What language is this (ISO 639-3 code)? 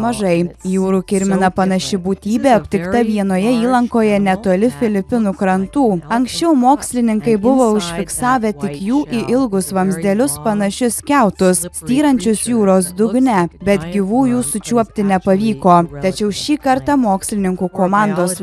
lit